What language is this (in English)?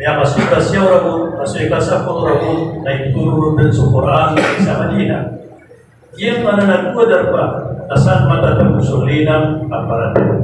Maranao